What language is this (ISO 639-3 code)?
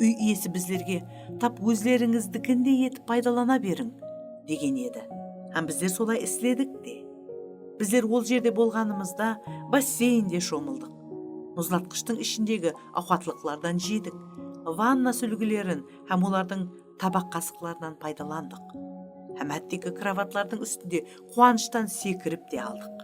kaa